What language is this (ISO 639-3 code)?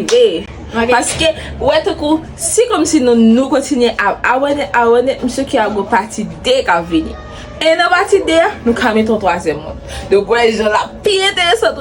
hat